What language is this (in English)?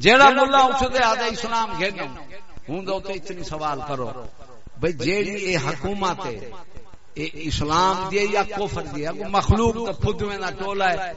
Saraiki